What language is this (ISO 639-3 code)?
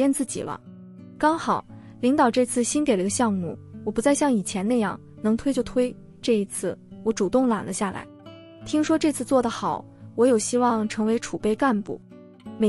zho